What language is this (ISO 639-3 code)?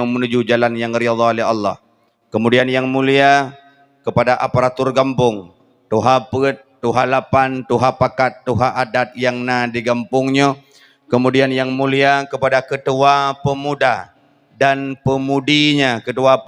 ace